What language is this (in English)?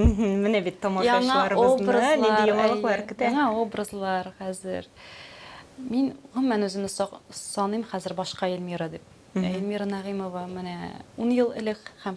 Tatar